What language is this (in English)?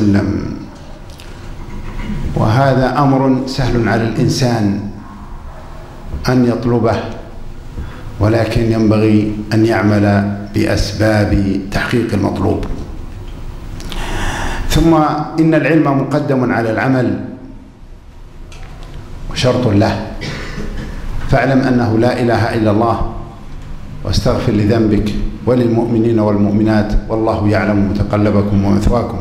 Arabic